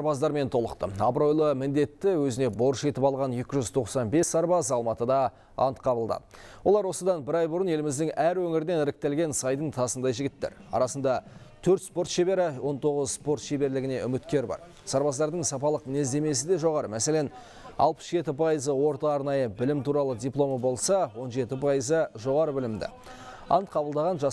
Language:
Kazakh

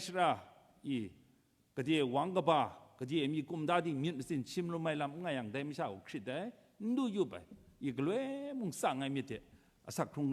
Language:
Kachin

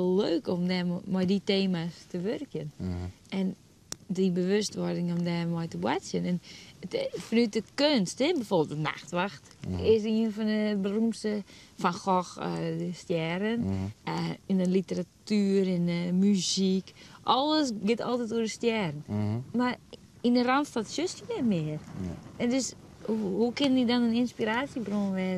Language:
Western Frisian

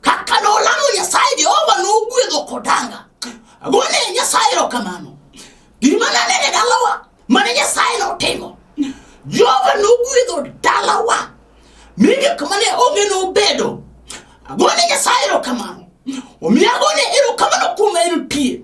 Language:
Luo (Kenya and Tanzania)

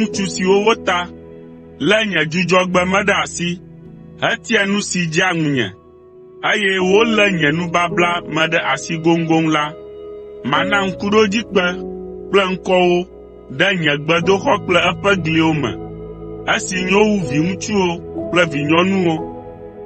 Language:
Ewe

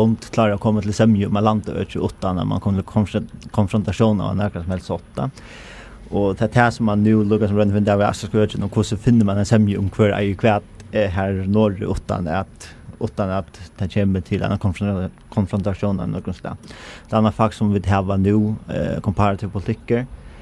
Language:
Faroese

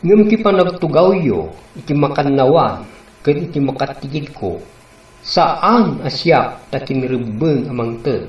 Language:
Iloko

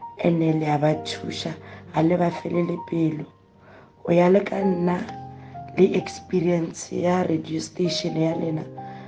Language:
Northern Sotho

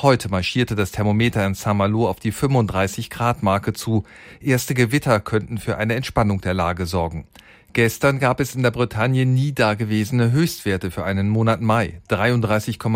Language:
German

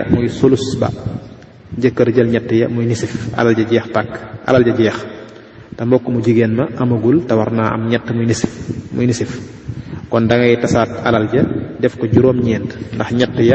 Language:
Wolof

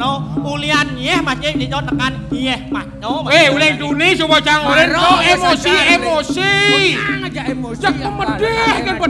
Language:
Balinese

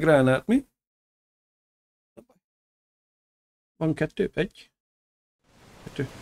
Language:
Hungarian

